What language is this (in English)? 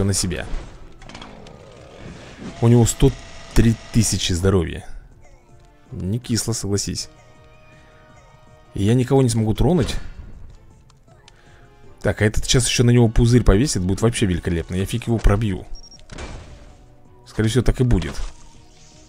Russian